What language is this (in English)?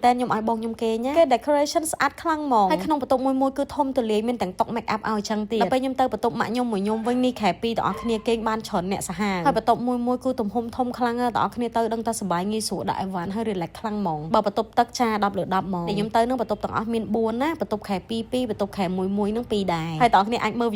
Khmer